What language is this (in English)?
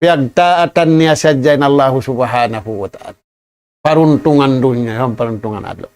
Tausug